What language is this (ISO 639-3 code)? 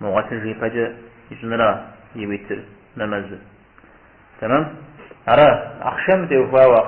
kbd